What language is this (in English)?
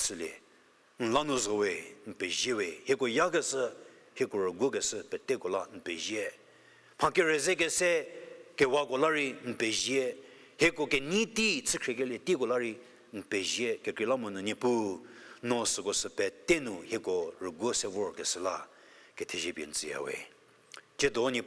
Angami Naga